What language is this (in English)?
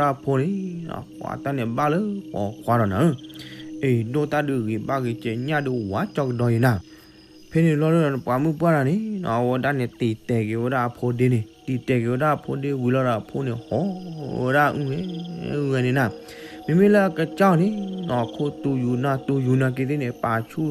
S'gaw Karen